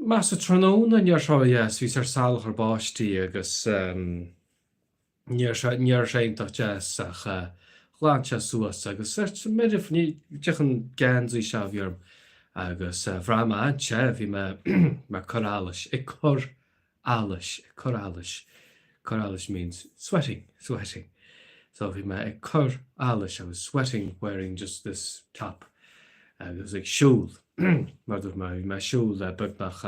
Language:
Irish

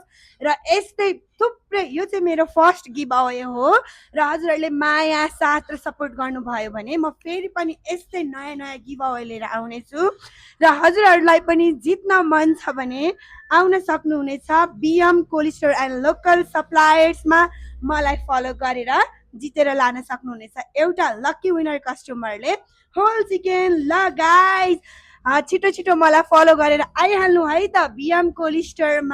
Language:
Nepali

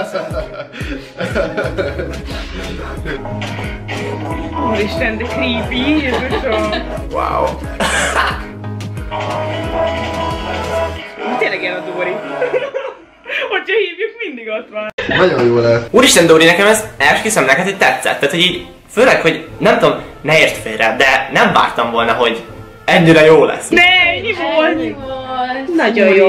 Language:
Hungarian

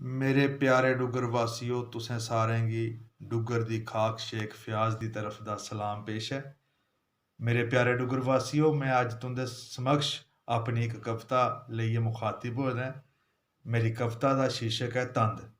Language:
Dogri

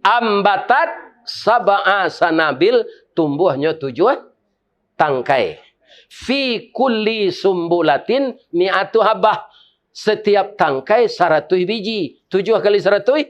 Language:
Minangkabau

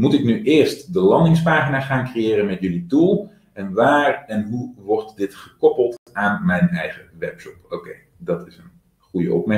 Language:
Dutch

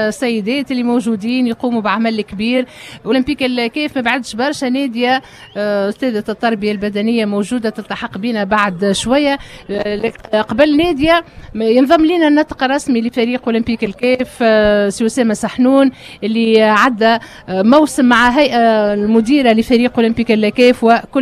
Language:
Tunisian Arabic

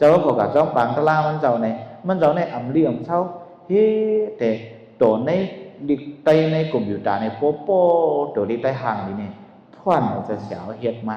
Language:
Shan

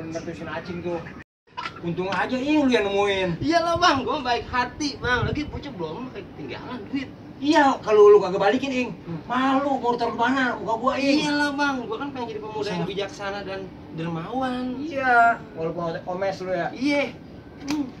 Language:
Betawi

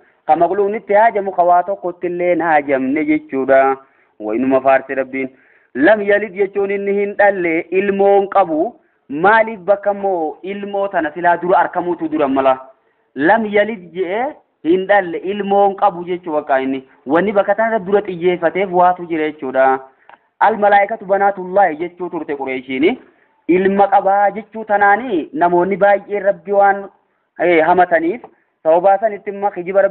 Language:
Oromo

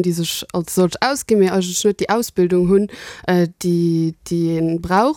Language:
Luxembourgish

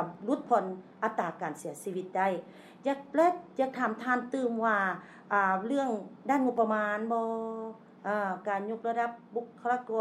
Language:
Lao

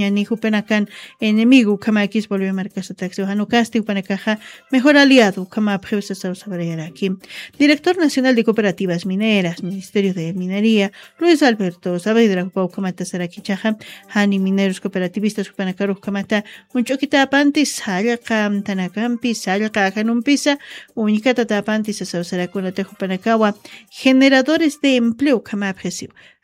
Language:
Aymara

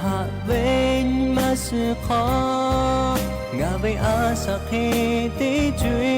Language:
Lahu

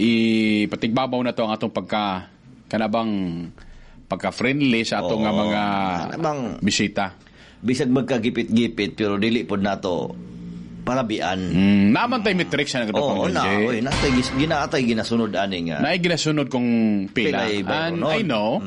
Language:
Cebuano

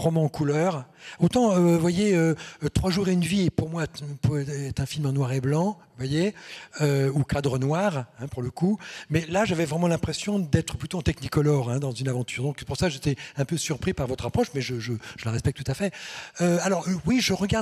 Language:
French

